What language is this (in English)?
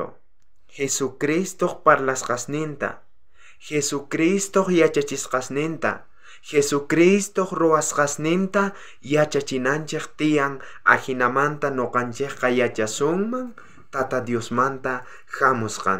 South Bolivian Quechua